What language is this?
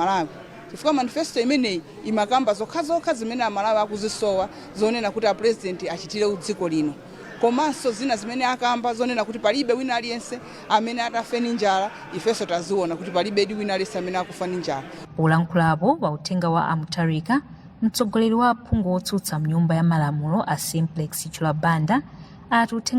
Nyanja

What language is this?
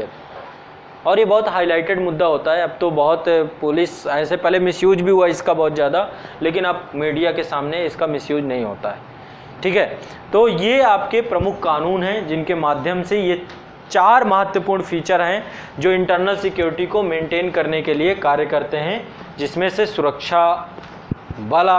Hindi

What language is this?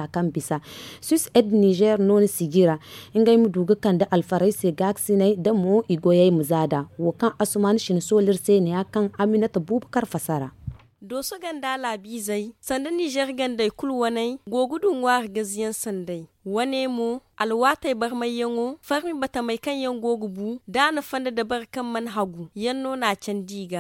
Zarma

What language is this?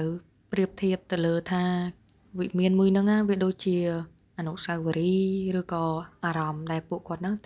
Khmer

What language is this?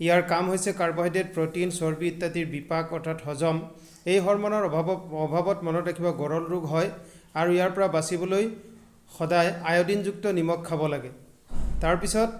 Assamese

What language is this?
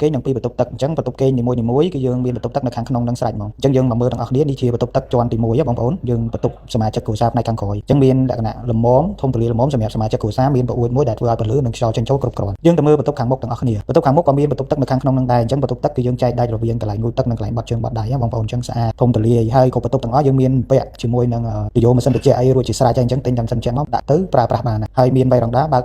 Khmer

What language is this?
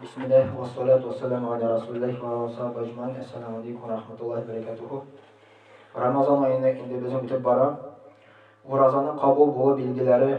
Tatar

